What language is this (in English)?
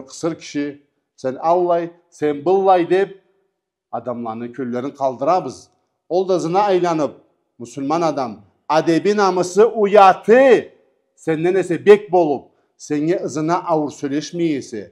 Karachay-Balkar